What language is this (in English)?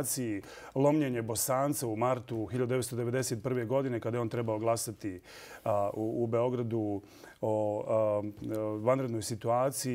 Bosnian